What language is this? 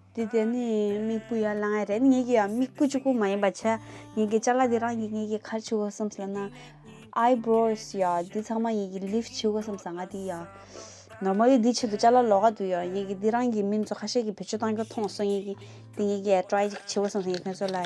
Tibetan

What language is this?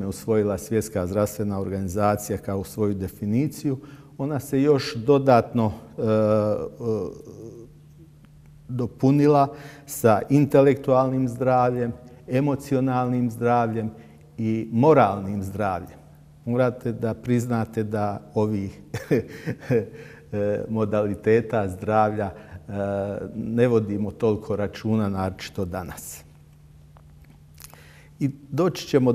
Bosnian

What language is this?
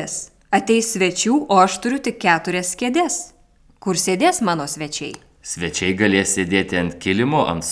Lithuanian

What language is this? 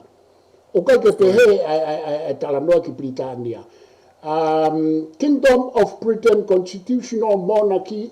Tongan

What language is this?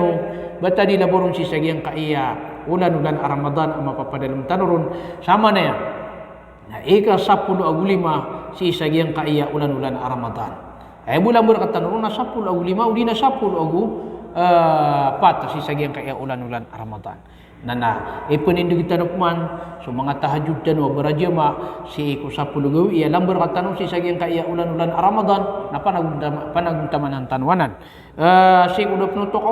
Maranao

